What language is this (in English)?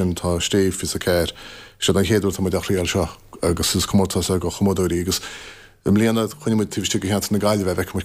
Irish